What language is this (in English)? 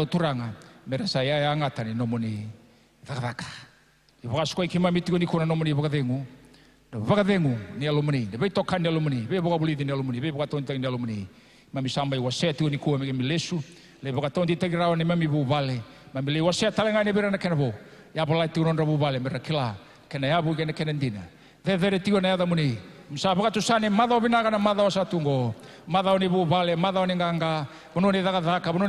Fijian